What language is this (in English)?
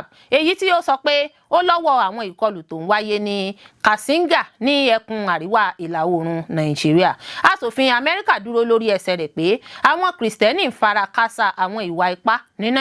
Yoruba